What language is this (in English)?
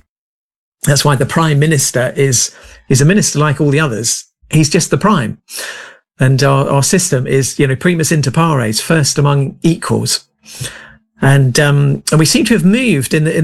English